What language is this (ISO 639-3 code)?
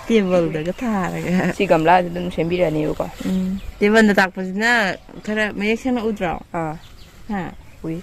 mni